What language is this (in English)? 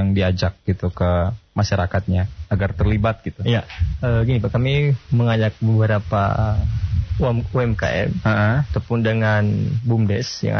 Indonesian